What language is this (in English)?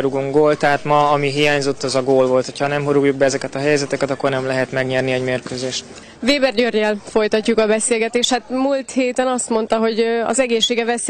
Hungarian